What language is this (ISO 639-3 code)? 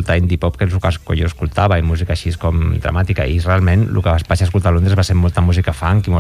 cat